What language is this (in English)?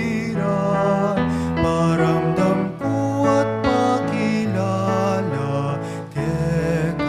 Pampanga